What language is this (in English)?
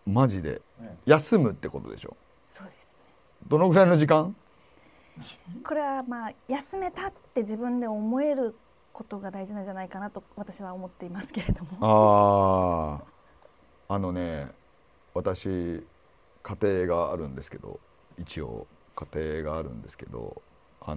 Japanese